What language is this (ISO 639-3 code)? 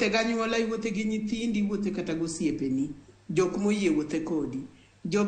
luo